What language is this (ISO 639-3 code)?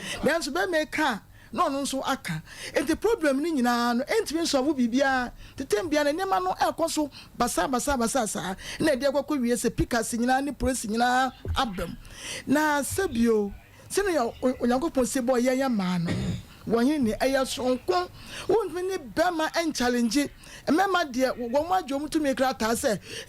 aka